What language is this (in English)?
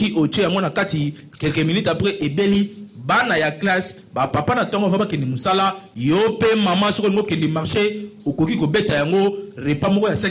Lingala